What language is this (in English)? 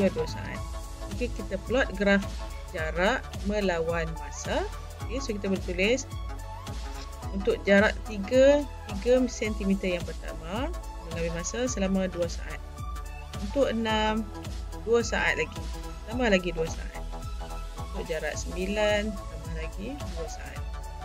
Malay